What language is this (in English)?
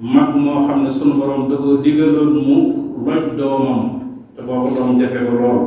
Wolof